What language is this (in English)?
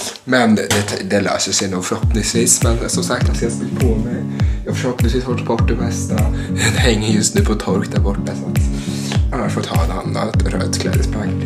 Swedish